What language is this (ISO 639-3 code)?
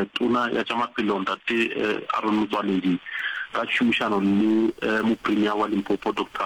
nso